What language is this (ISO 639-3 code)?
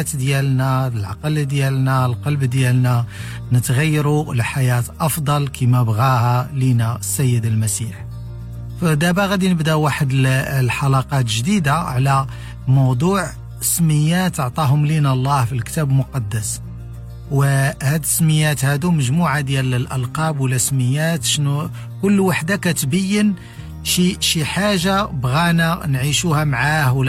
ary